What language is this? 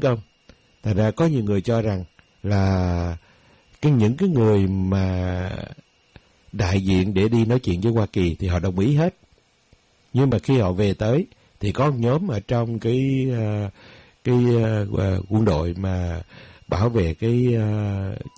Vietnamese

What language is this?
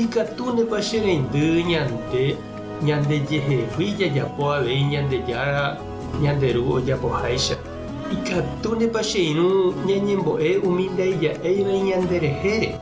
Guarani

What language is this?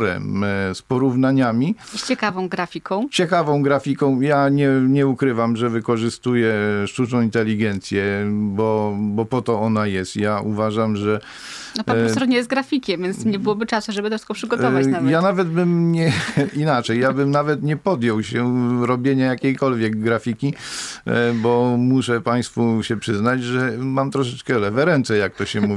Polish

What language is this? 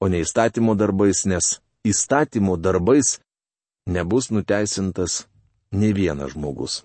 Lithuanian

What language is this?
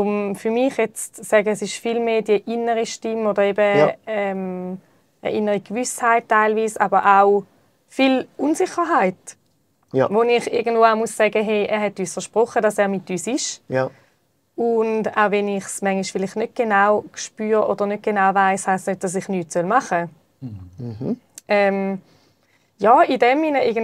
Swiss German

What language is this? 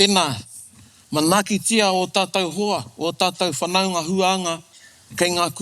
Māori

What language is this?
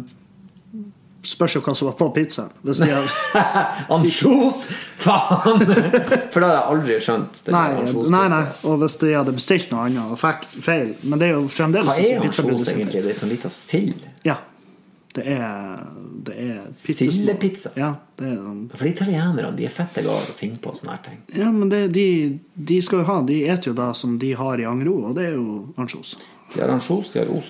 Norwegian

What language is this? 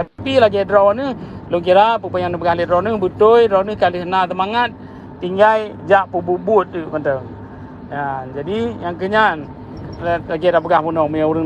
Achinese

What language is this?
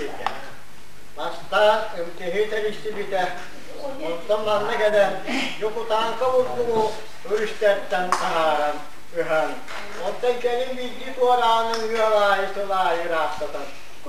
Yakut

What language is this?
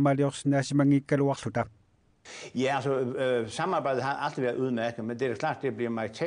Kalaallisut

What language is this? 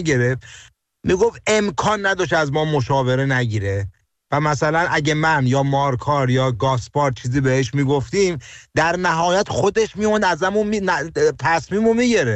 Persian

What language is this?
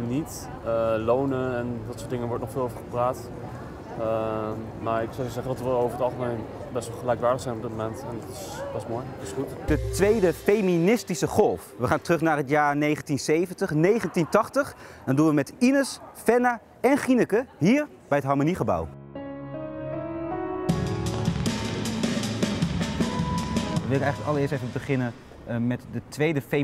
Dutch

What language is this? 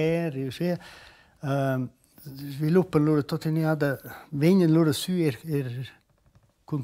Romansh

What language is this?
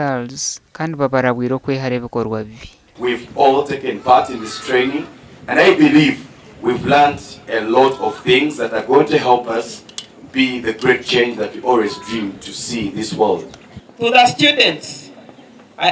Nyankole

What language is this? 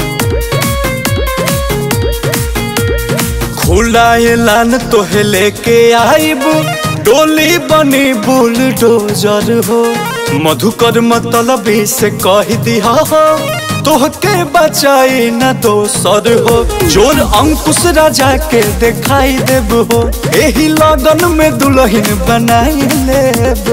Bhojpuri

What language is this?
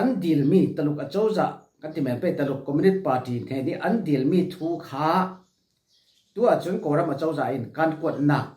Falam Chin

